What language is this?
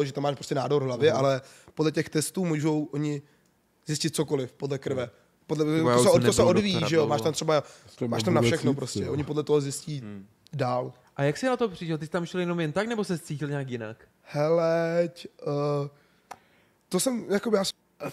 Czech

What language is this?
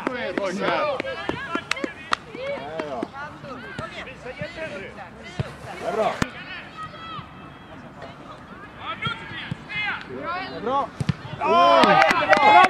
Swedish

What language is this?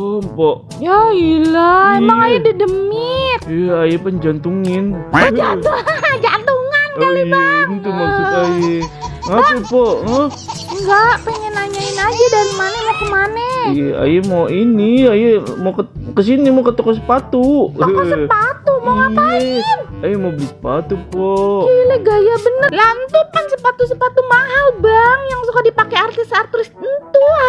Betawi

